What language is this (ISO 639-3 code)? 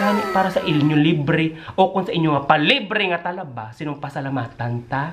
hil